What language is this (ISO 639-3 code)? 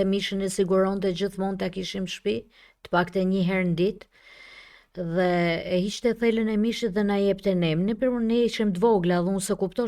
sqi